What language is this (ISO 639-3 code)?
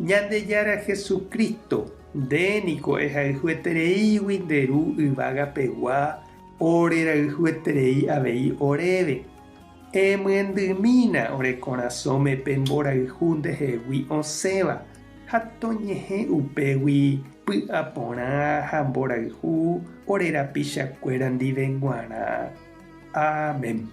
grn